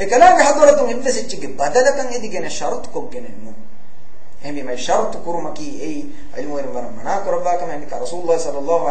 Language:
Divehi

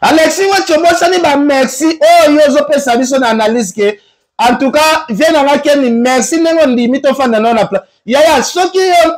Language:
Lingala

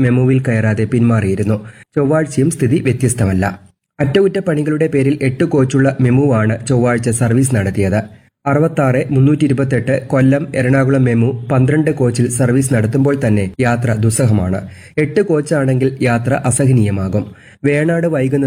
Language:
Malayalam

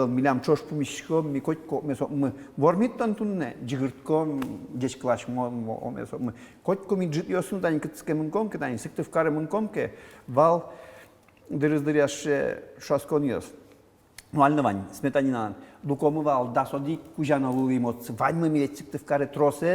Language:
Udmurt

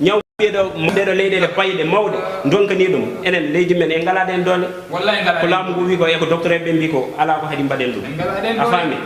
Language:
Fula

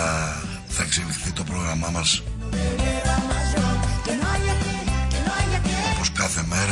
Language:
Greek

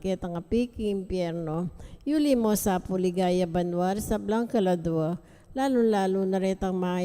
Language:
Pampanga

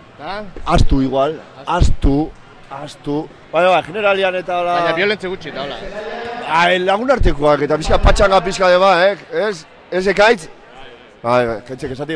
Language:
Basque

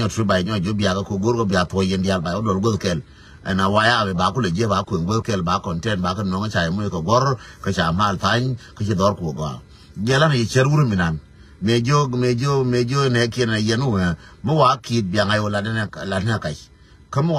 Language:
Nuer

